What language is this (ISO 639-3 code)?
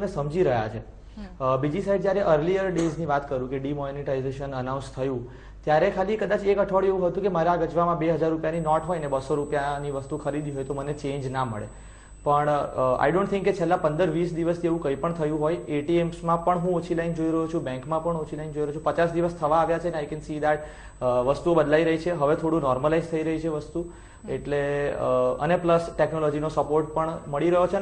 guj